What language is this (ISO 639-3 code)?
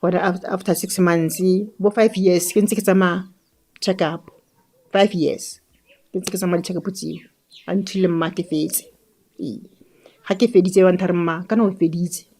tsn